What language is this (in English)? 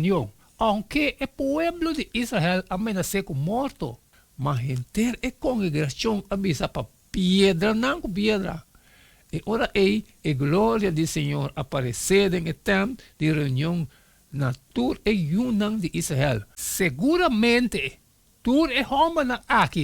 Papiamento